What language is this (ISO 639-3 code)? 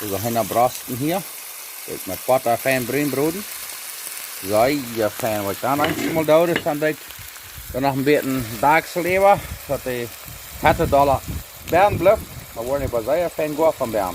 pdt